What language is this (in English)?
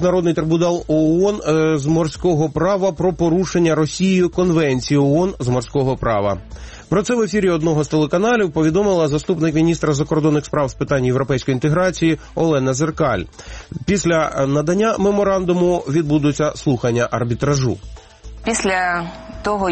Ukrainian